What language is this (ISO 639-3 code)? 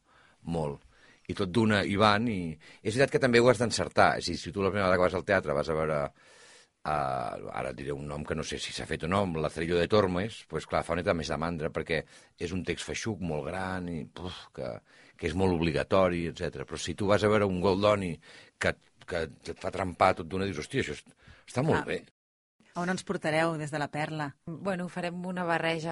cat